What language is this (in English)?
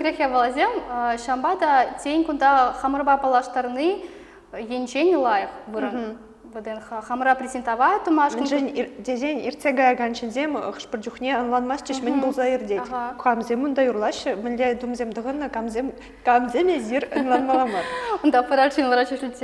Chuvash